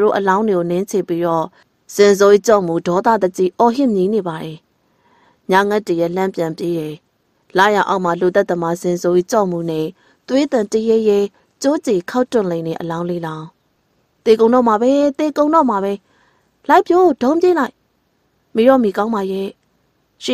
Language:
Burmese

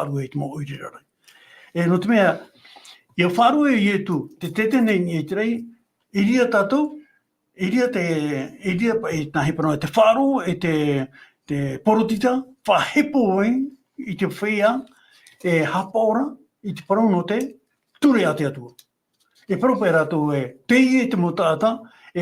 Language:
Tahitian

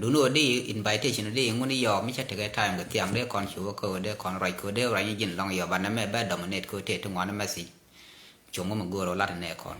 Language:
Nuer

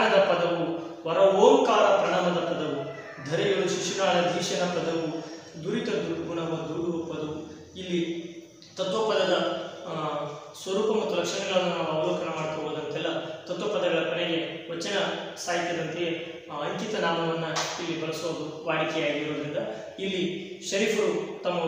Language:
Kannada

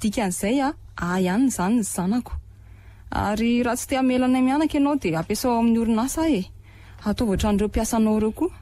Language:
Malagasy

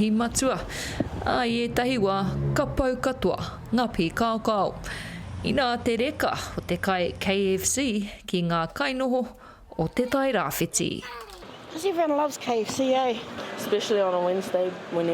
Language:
Māori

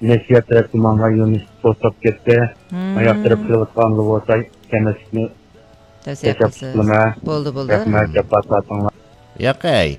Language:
Uyghur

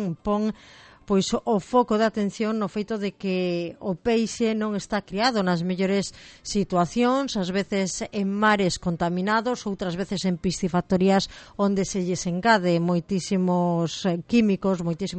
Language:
Galician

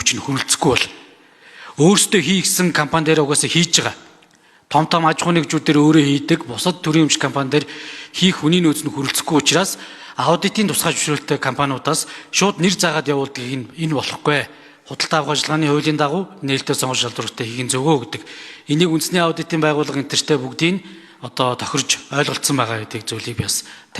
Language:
Mongolian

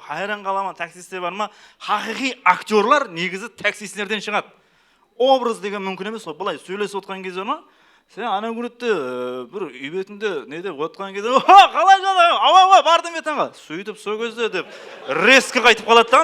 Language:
Kara-Kalpak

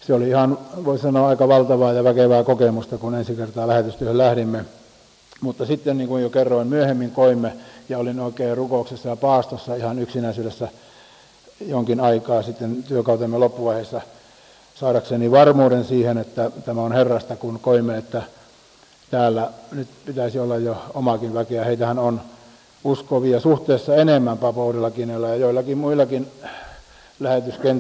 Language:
Finnish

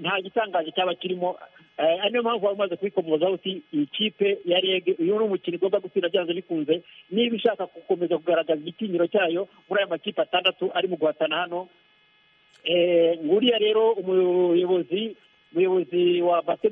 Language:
Kinyarwanda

